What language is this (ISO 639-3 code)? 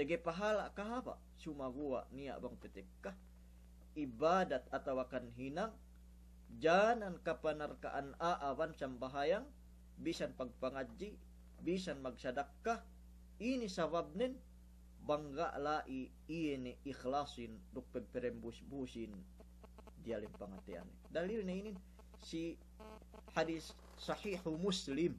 yka